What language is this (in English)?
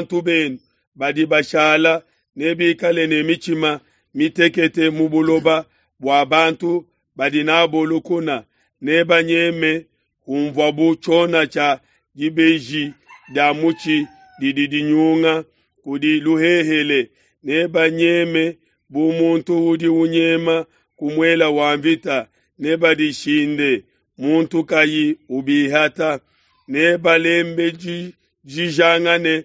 Luba-Lulua